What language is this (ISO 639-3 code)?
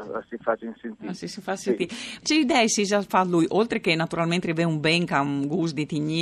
fur